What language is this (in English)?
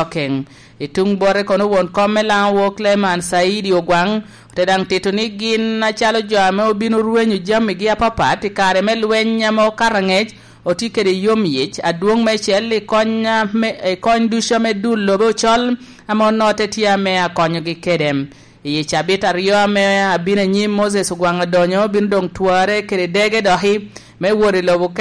Lango (Uganda)